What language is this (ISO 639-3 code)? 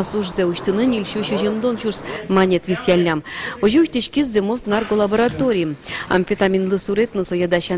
udm